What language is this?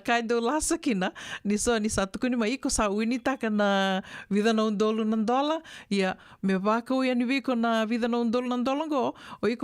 Fijian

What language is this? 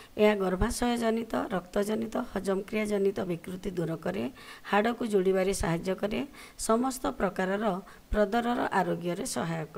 Odia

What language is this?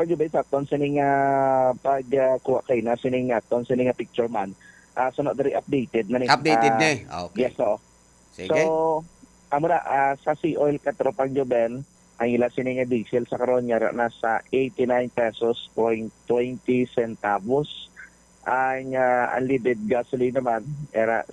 Hiligaynon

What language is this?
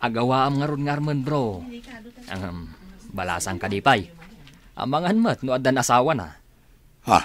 Iloko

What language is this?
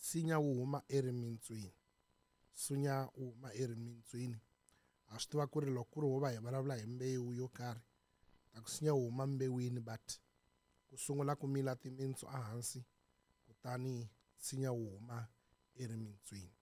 Tsonga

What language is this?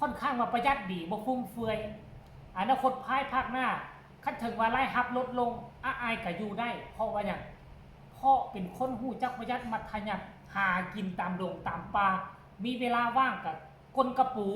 Northeastern Thai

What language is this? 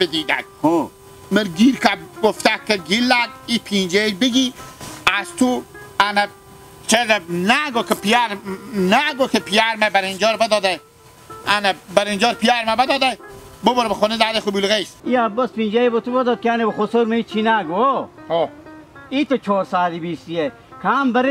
Hazaragi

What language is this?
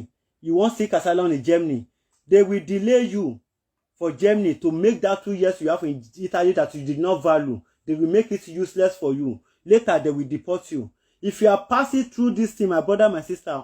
Nigerian Pidgin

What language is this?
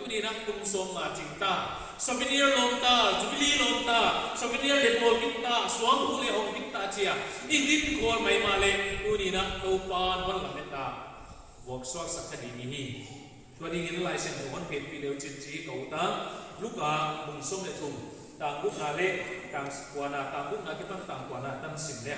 Paite Chin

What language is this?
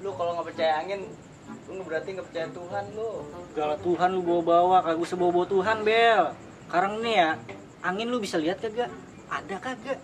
Betawi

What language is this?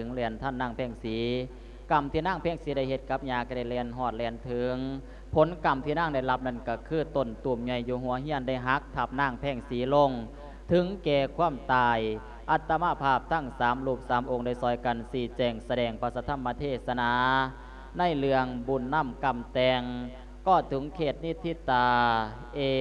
Lao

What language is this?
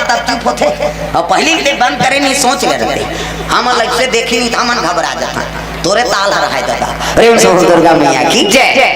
Chhattisgarhi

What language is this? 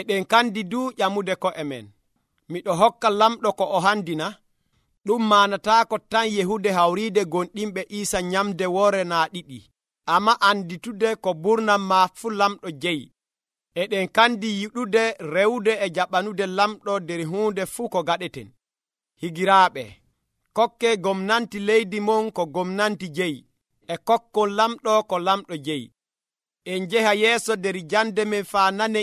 Nigerian Fulfulde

